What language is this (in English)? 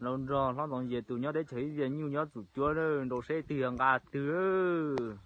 Hmong